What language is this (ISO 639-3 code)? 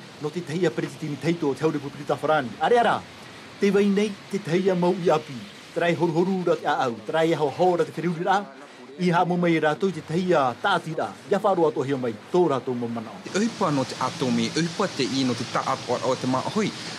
tah